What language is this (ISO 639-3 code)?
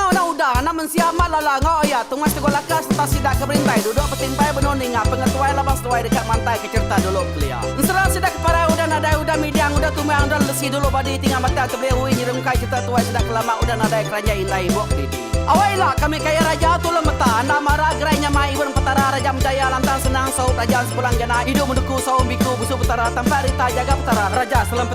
iba